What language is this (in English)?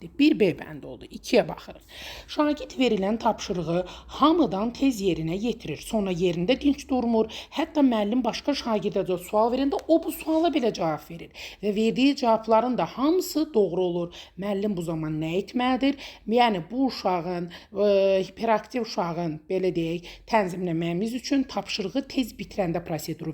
Azerbaijani